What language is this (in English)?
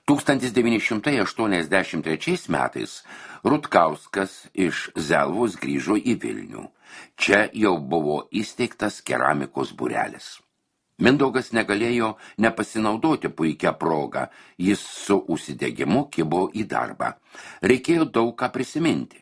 Lithuanian